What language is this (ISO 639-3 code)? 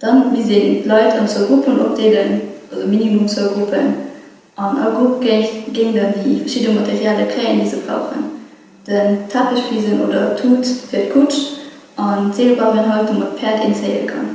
ltz